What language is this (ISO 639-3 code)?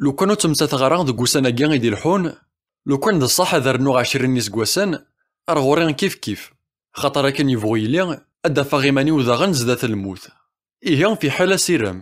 kab